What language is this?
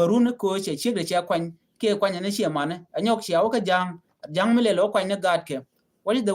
Nuer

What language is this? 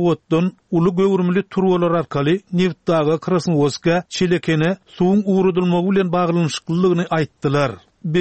Turkmen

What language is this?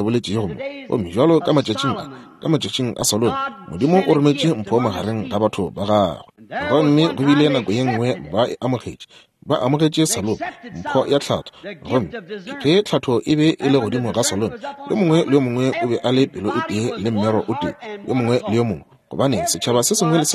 Northern Sotho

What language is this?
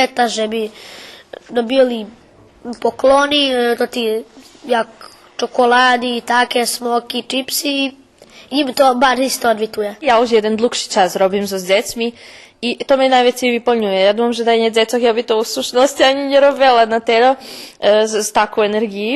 Rusyn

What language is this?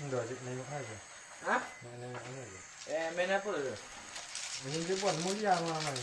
Minangkabau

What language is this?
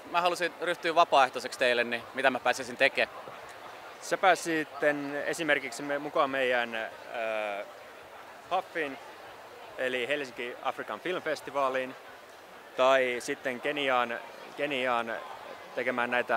Finnish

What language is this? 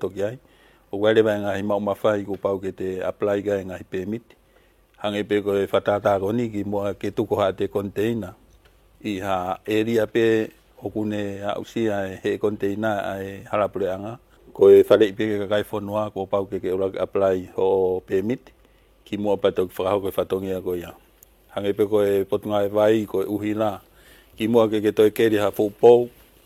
Tongan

